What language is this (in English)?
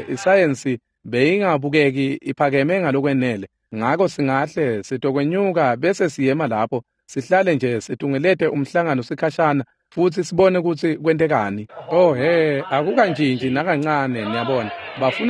Swati